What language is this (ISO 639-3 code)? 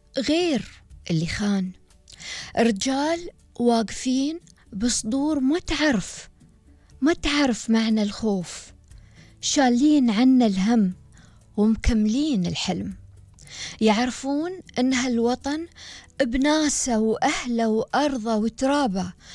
afb